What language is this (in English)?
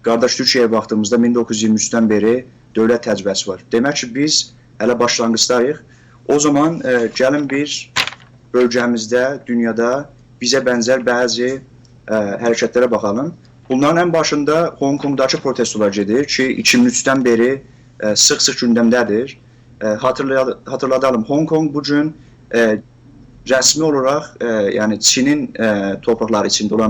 South Azerbaijani